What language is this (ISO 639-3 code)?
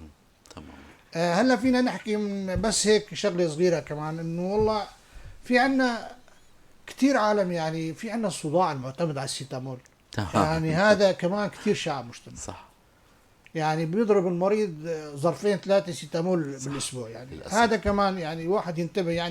apc